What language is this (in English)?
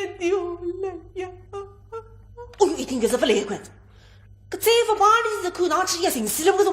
Wu Chinese